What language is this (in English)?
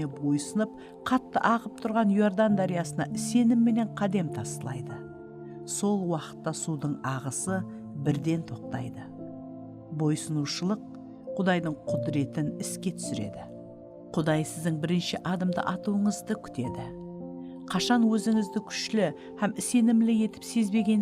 Kara-Kalpak